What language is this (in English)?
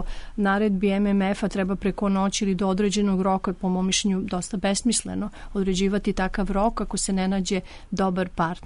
Serbian